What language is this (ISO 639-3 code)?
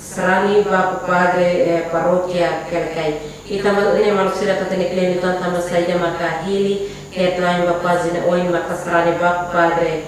tet